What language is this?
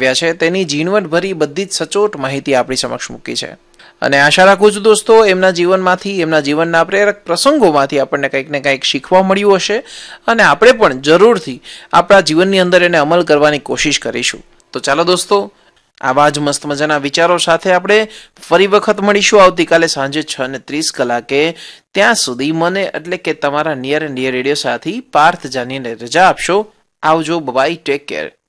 Gujarati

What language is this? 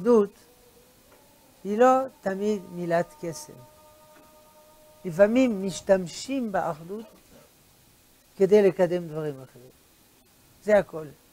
Hebrew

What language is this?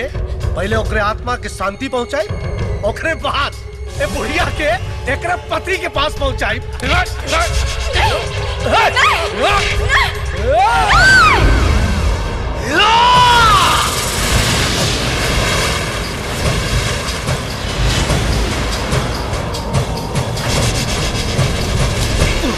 Bhojpuri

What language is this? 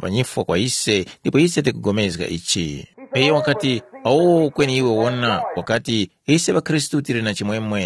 Tumbuka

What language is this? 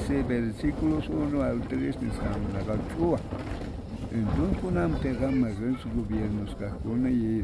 South Bolivian Quechua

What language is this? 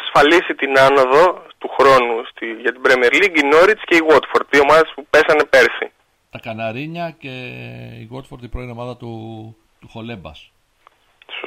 Greek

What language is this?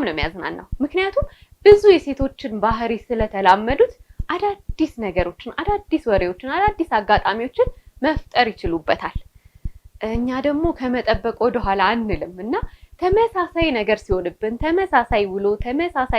Amharic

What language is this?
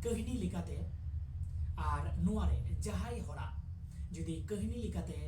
Santali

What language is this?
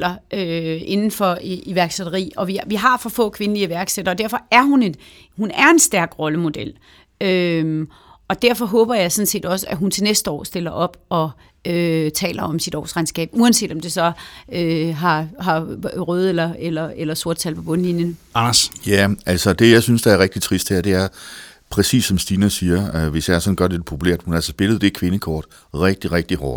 Danish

